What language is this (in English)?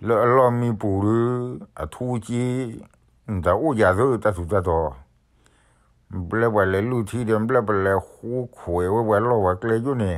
S'gaw Karen